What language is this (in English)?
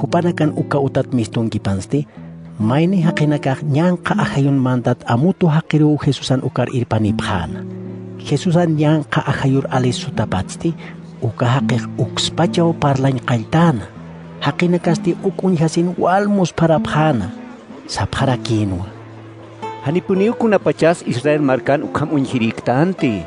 Aymara